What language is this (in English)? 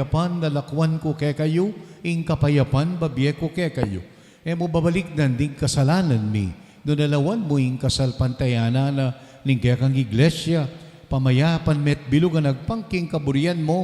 Pampanga